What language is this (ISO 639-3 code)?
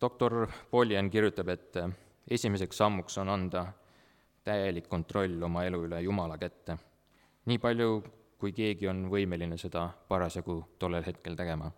est